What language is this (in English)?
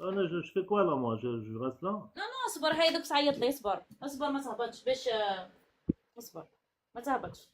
Algerian Arabic